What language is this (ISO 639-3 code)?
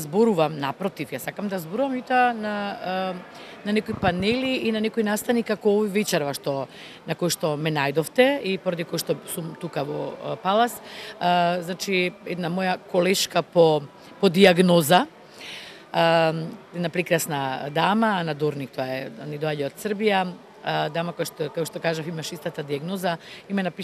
mkd